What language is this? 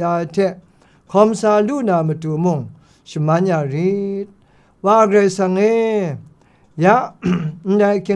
Kachin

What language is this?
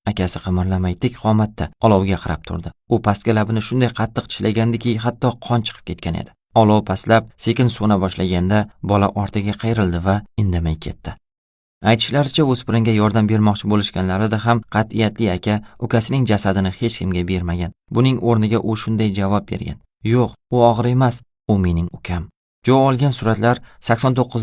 Uzbek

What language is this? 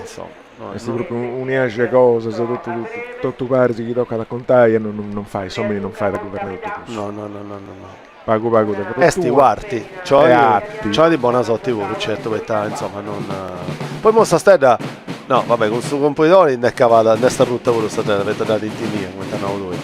Sardinian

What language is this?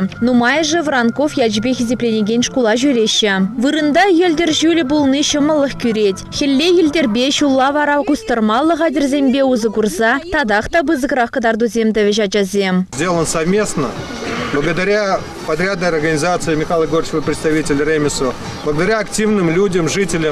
Chuvash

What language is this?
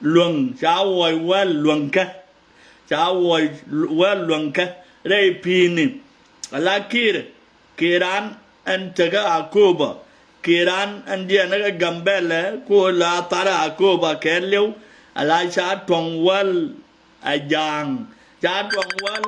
Nuer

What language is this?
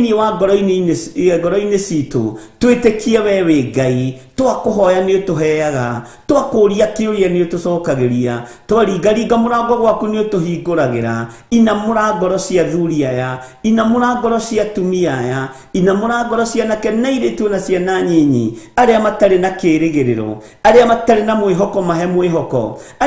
Kikuyu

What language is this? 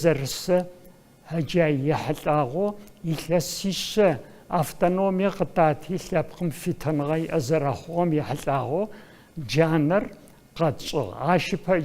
Adyghe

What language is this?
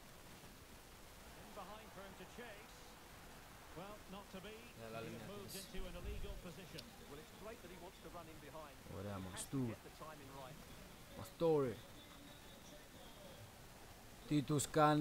Greek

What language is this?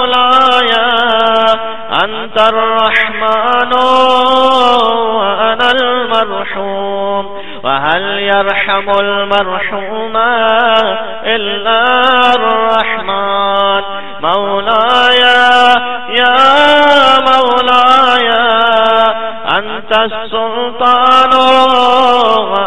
Urdu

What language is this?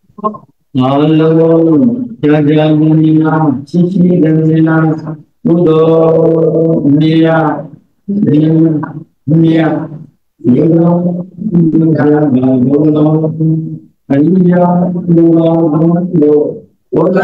Burmese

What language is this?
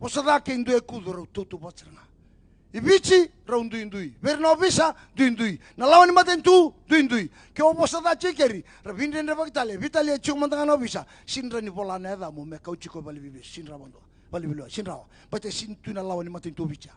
Fijian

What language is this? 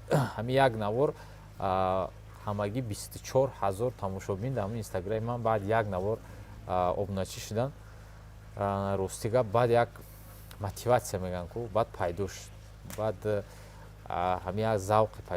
Tajik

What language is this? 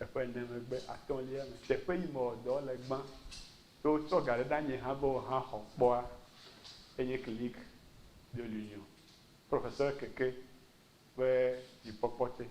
Ewe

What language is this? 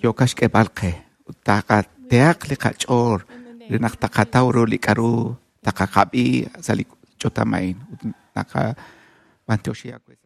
Kekchí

